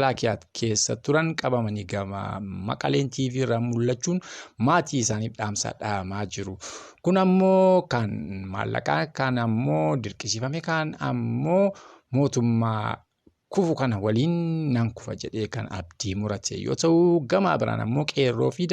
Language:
Oromo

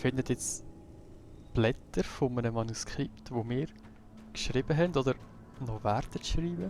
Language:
Swiss German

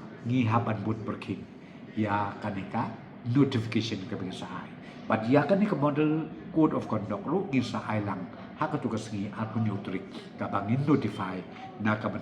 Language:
Khasi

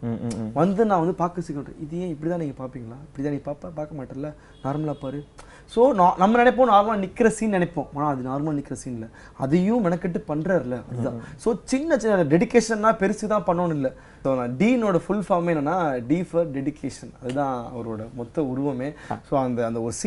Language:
Tamil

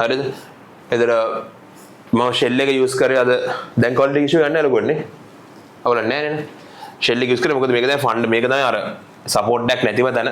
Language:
Sinhala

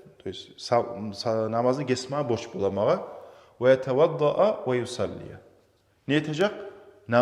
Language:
Kumyk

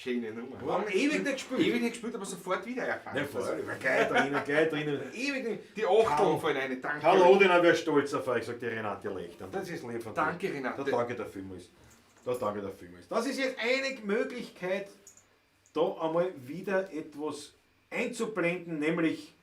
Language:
Bavarian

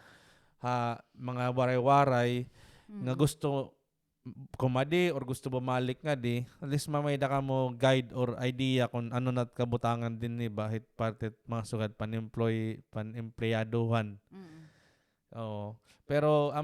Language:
Waray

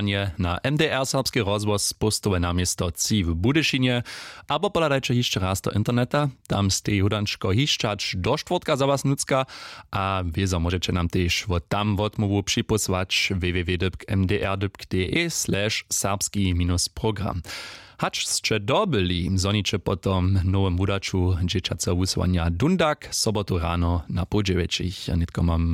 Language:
Upper Sorbian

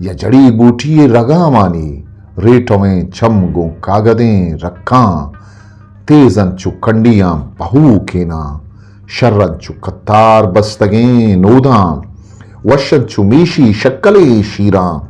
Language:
Eastern Balochi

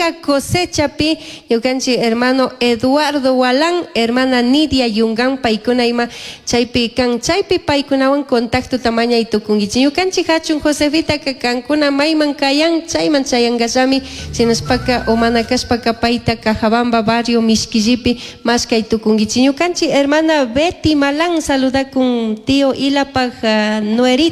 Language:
Chimborazo Highland Quichua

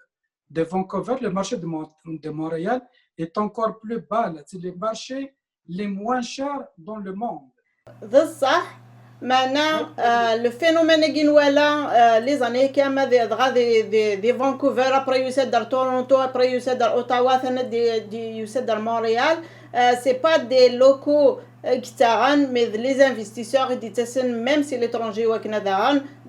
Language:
Kabyle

